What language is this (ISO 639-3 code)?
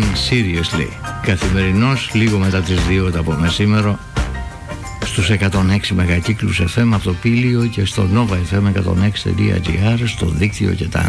ell